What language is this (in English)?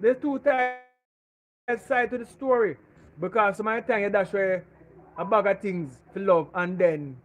Jamaican Creole English